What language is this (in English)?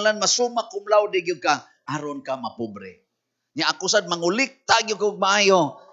Cebuano